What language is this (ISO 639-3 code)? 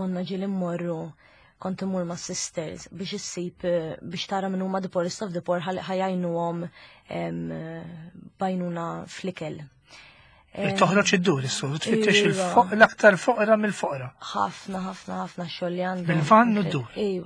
mlt